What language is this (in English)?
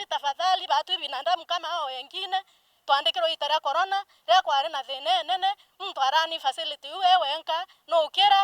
Meru